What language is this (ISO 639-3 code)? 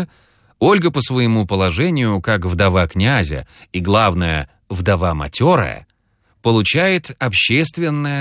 rus